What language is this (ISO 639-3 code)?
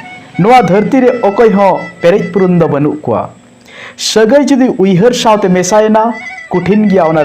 sat